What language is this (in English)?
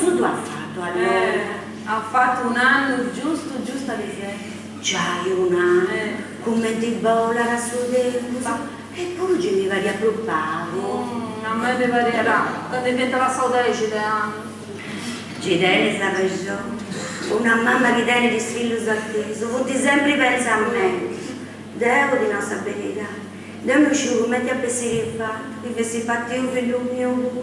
Sardinian